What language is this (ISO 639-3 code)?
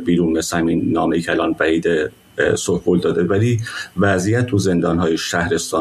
fas